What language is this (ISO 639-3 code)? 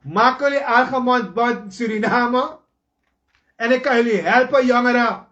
srn